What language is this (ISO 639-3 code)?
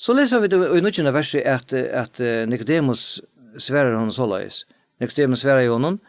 fao